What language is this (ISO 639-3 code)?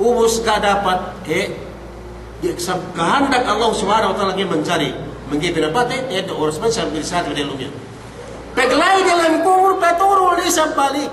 yka